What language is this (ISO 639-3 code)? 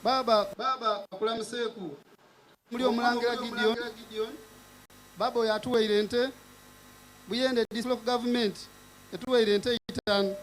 xog